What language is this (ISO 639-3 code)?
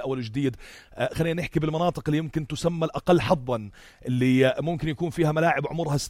apc